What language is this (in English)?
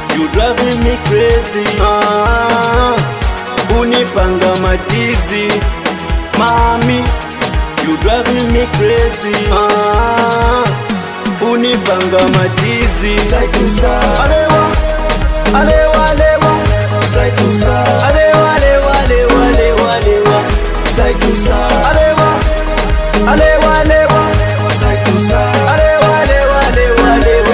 Swahili